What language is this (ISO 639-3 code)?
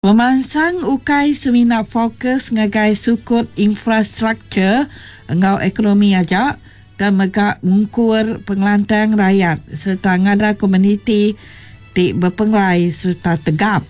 iba